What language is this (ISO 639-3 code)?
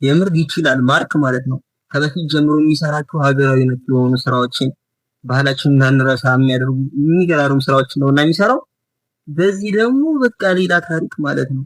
amh